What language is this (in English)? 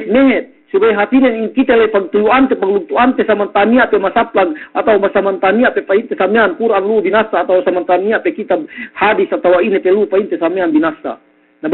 Yakan